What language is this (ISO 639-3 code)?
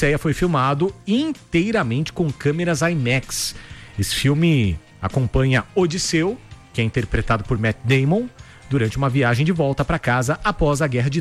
por